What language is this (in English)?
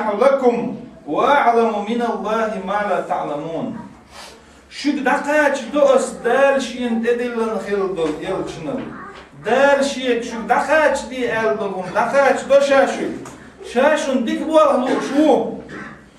Chechen